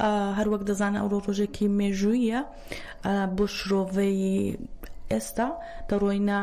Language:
Central Kurdish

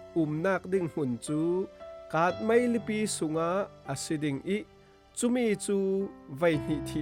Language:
Falam Chin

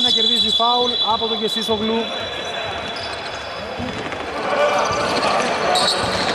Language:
Greek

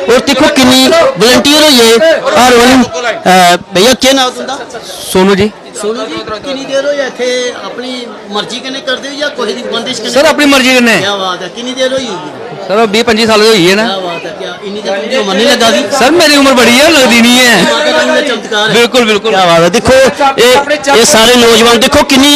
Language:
Dogri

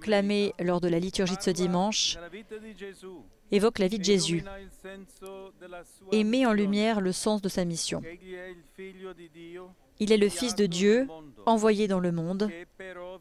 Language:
French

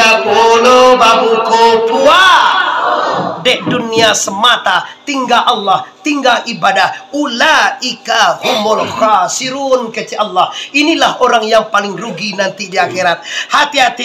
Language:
Minangkabau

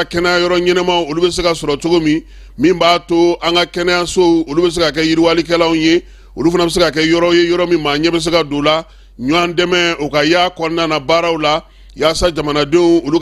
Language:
Bambara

